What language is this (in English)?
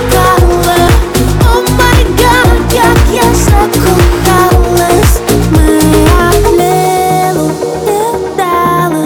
Ukrainian